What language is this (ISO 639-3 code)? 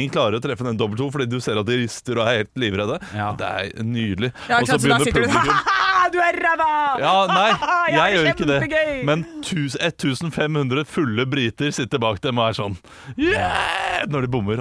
nor